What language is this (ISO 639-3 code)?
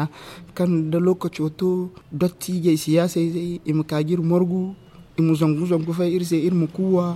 dje